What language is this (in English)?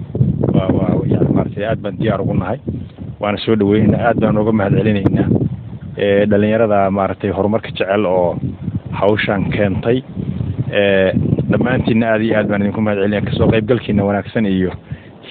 Somali